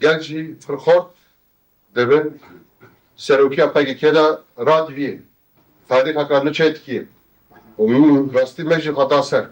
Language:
Kurdish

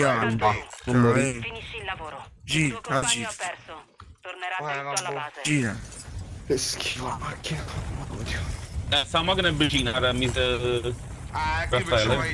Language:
Italian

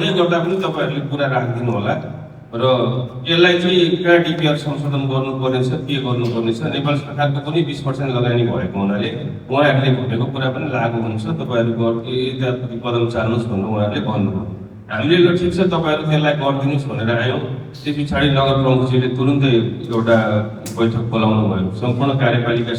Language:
Nepali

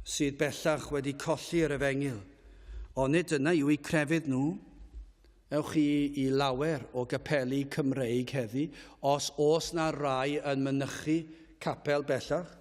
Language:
Welsh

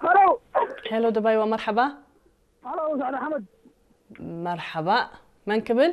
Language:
Tigrinya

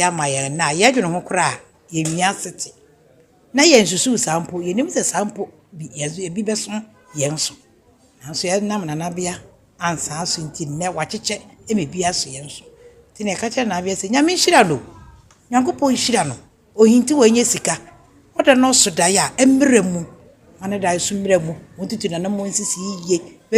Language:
Akan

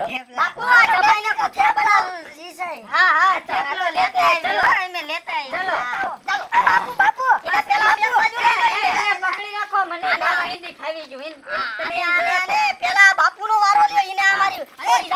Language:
Gujarati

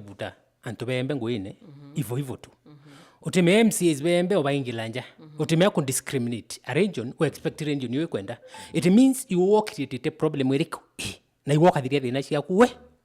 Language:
Meru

